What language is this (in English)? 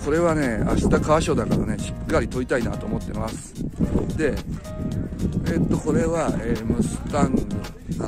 Japanese